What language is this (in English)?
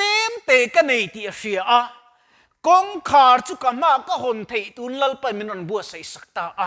Mizo